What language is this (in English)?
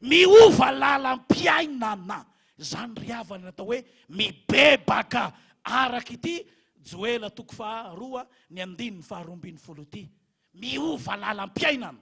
Malagasy